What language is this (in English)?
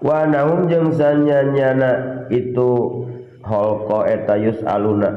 Sundanese